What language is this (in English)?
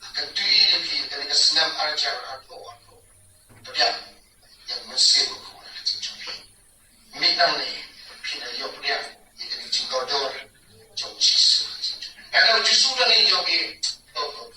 Khasi